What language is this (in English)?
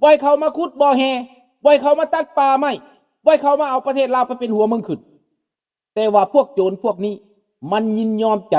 Lao